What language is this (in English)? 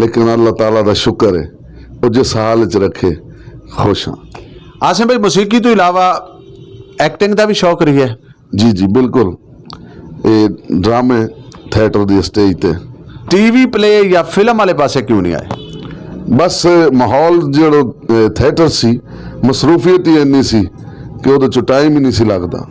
Saraiki